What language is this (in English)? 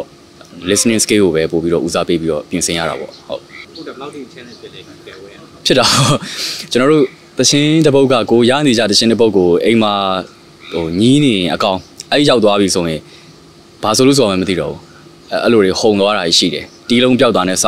Burmese